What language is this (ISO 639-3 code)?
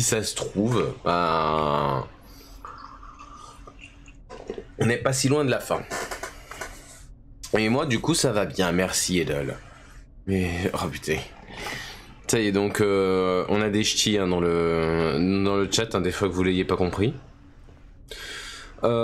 fra